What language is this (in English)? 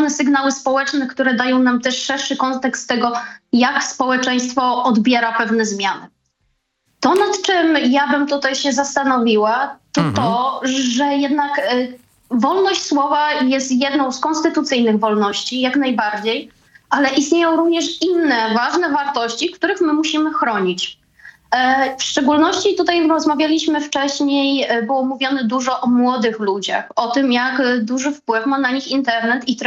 Polish